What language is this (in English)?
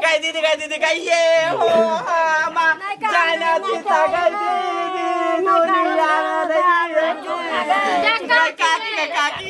Maithili